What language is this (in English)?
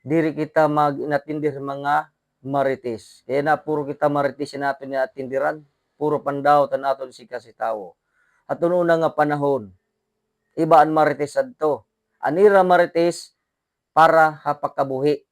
Waray